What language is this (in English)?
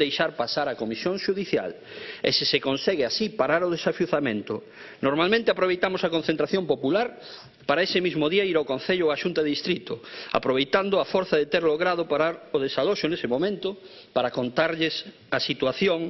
Galician